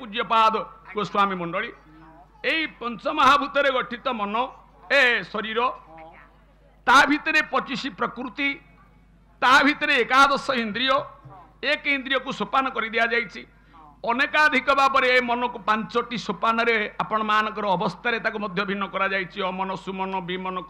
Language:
Odia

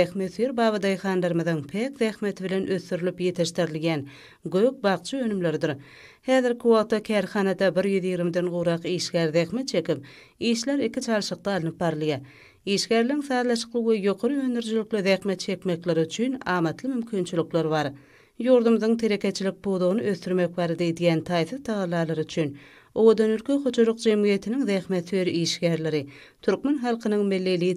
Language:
Turkmen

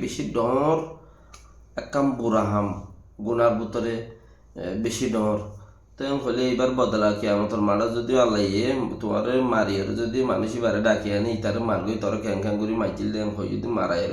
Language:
Rohingya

